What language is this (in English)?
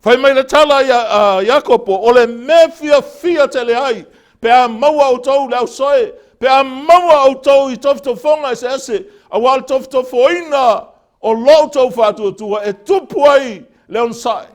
Samoan